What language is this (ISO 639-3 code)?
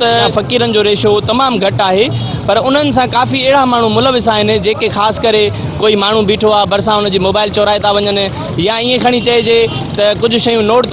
snd